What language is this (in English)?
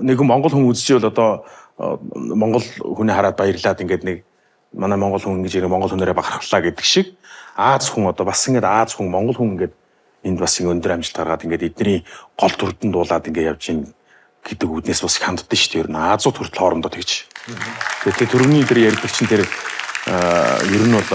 Mongolian